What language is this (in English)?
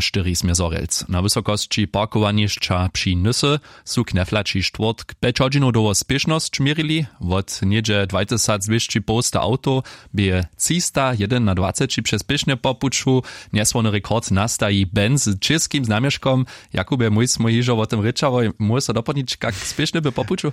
Upper Sorbian